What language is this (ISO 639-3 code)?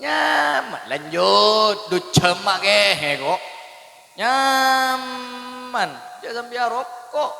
mad